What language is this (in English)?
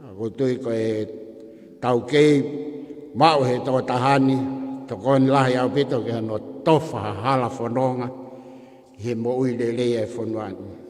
Tongan